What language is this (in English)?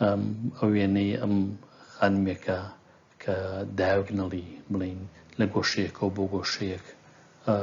Central Kurdish